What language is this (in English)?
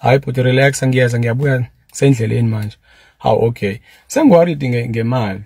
Zulu